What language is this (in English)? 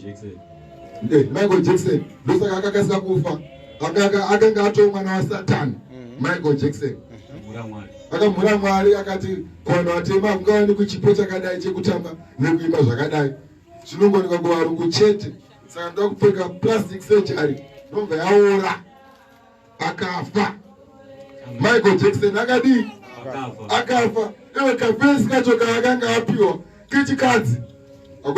Shona